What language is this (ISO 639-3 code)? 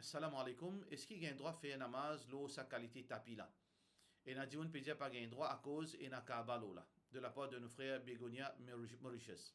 mfe